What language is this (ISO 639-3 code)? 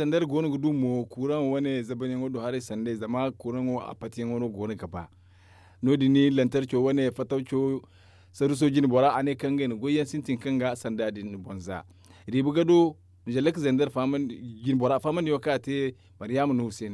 dje